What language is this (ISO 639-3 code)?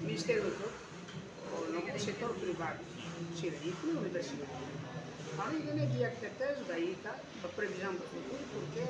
tet